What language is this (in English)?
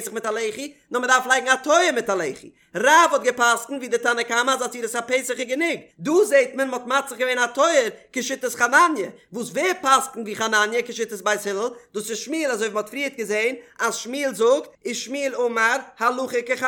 Yiddish